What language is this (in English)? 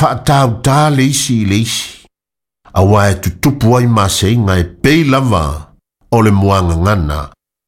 Samoan